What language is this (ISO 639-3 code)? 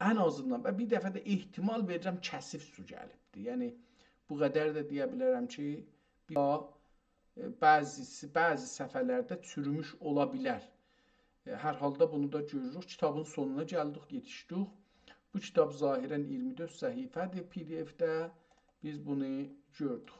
azb